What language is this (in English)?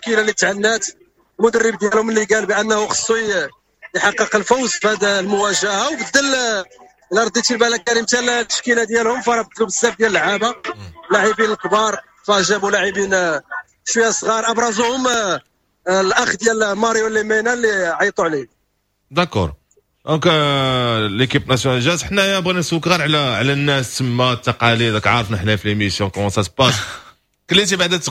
Moroccan Arabic